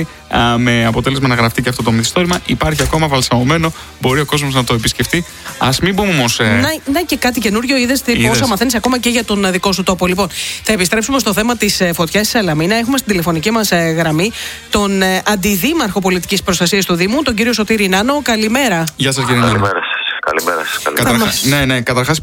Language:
Greek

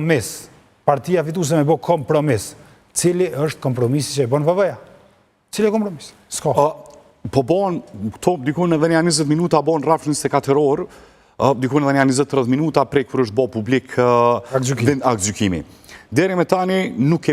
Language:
Albanian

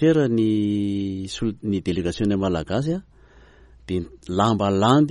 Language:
Malagasy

